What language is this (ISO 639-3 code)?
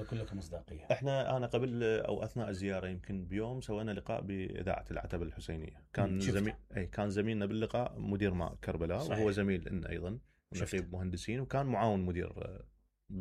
acm